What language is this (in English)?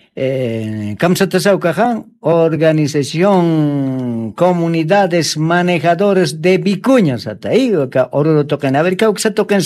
Aymara